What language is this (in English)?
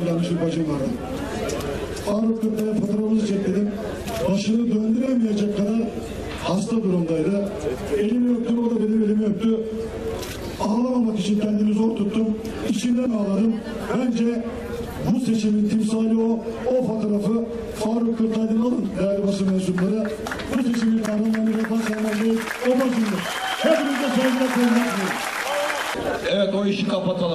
Turkish